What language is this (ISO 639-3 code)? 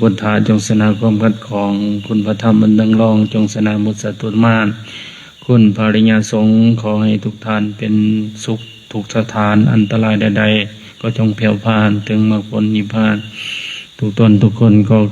lao